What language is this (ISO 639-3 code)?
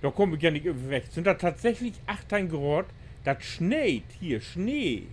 nds